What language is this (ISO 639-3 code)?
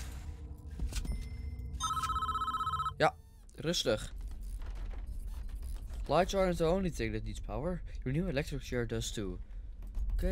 nld